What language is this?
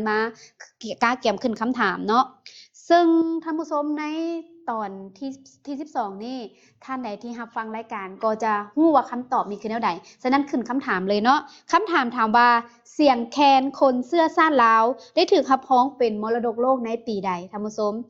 Lao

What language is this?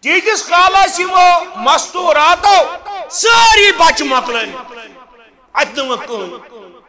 Kashmiri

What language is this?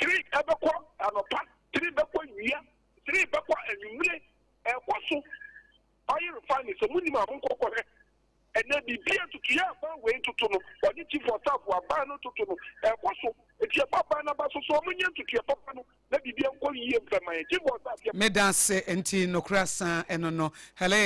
Akan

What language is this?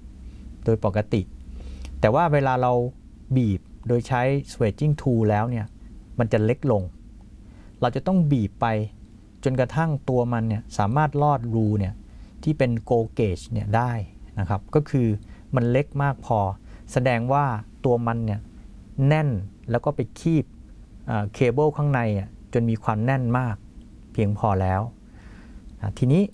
Thai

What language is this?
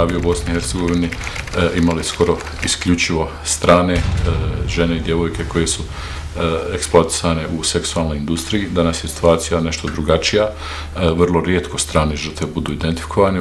Bosnian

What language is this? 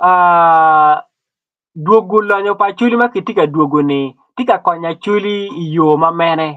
Acoli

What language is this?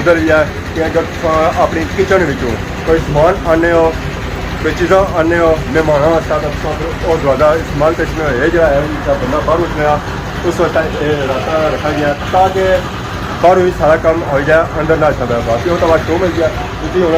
Pahari-Potwari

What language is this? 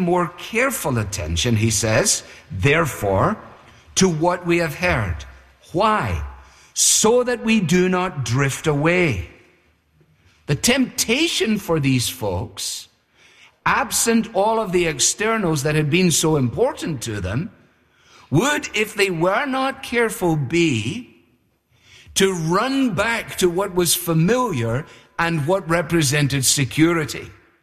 English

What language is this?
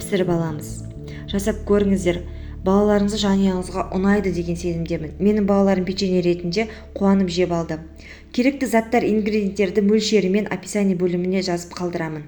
Kazakh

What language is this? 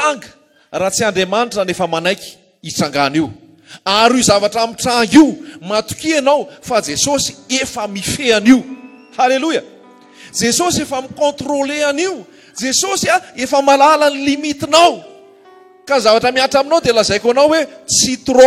Malagasy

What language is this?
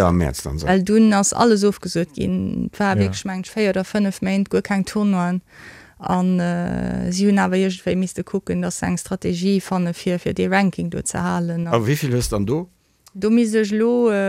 Luxembourgish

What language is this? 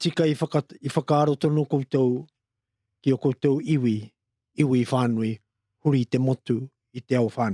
Māori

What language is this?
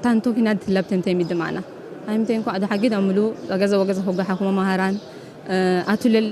Tigrinya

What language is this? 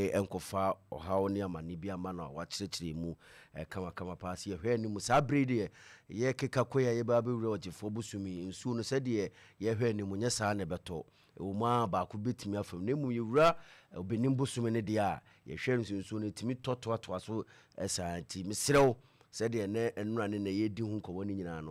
Akan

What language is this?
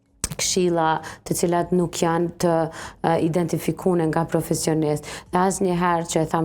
Albanian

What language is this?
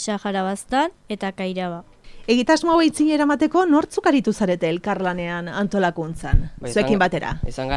Basque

